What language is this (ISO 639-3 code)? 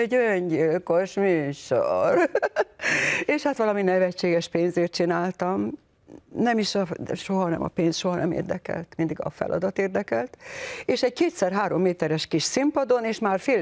hun